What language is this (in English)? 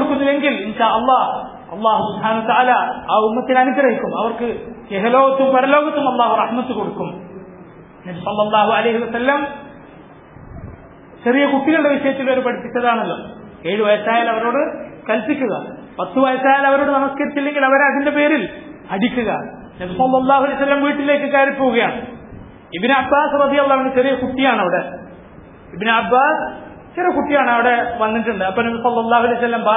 Malayalam